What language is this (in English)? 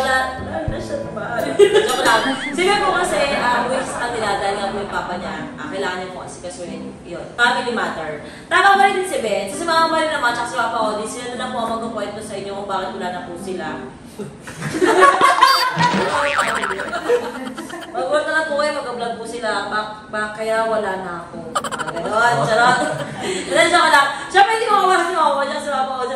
Filipino